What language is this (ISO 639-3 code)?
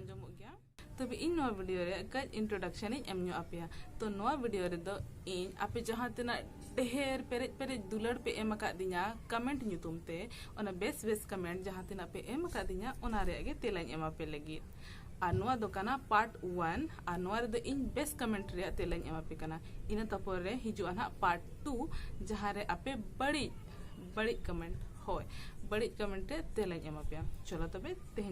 sat